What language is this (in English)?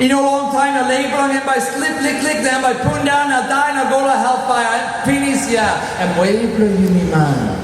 Tok Pisin